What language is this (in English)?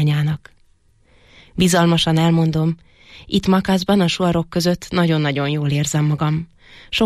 Hungarian